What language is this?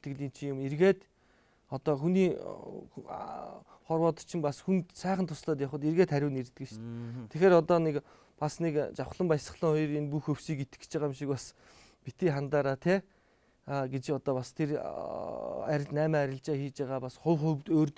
Mongolian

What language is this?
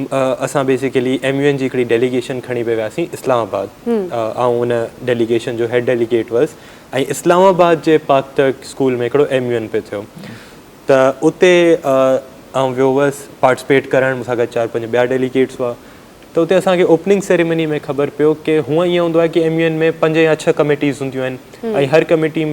Sindhi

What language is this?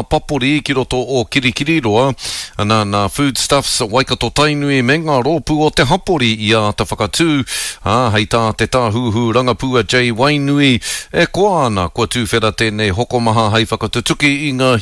Māori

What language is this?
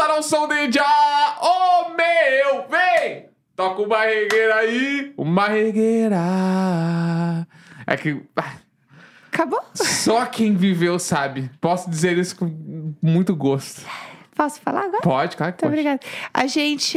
Portuguese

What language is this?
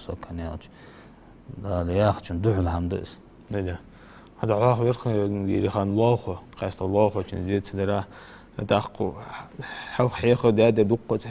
Ingush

